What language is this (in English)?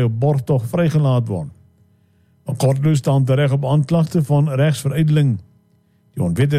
Afrikaans